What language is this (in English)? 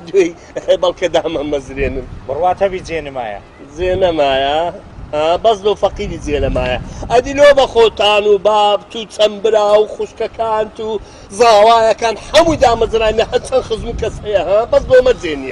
Central Kurdish